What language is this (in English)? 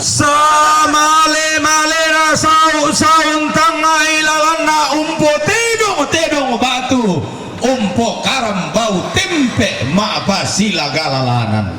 Toraja-Sa'dan